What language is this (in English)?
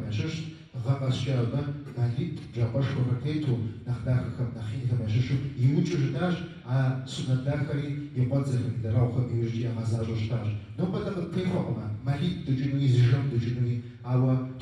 Kabardian